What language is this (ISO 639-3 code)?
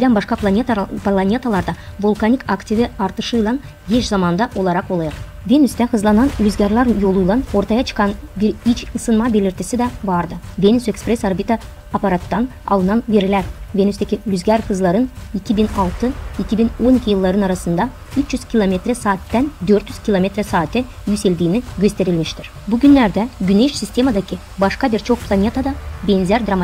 gag